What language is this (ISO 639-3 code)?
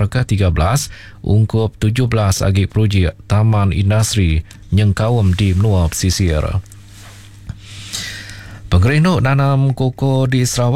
iba